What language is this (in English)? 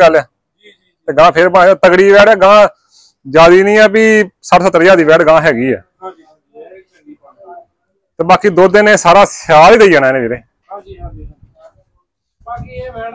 Punjabi